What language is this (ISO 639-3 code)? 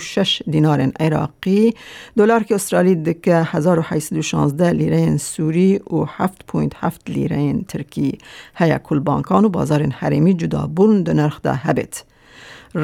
kur